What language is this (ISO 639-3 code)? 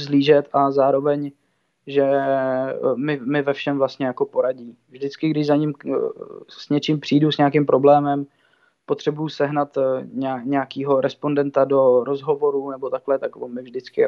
ces